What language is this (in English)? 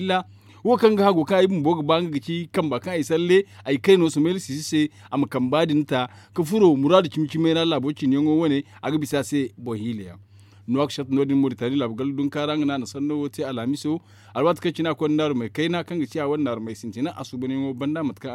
Zarma